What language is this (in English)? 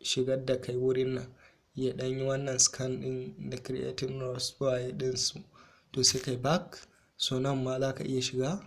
Hausa